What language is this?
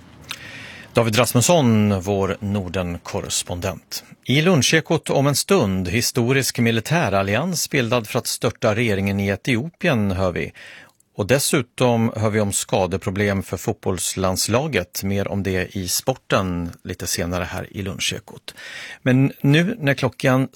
Swedish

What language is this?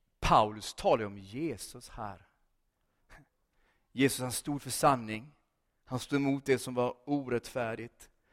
Swedish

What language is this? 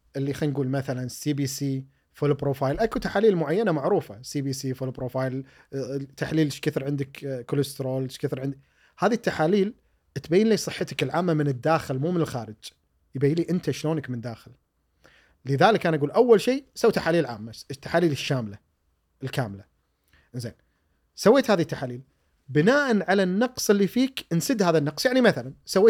Gulf Arabic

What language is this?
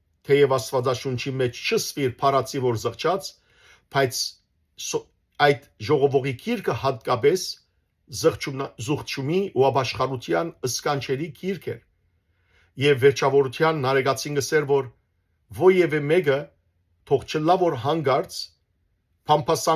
Western Armenian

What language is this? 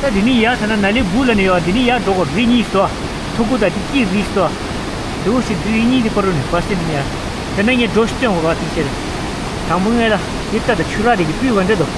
Tibetan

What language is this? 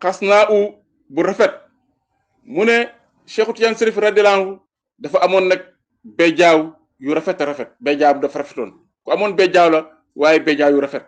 Wolof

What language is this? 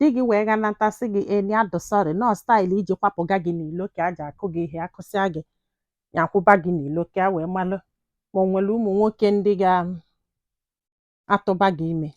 Igbo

